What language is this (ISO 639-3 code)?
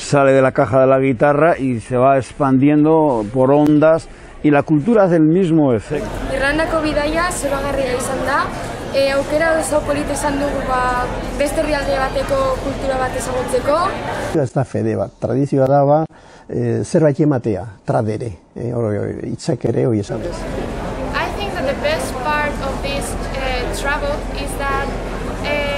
eus